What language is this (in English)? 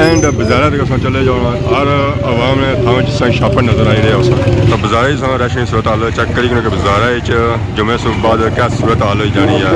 Pahari-Potwari